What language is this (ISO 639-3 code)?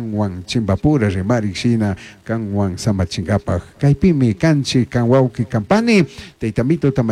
qug